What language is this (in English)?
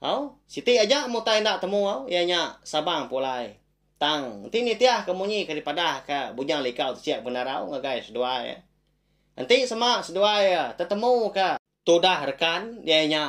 Iban